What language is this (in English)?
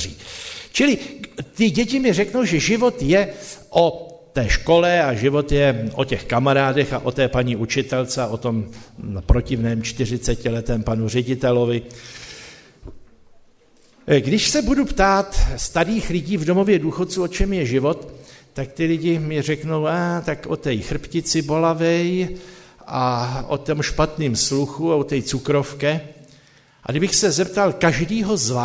Czech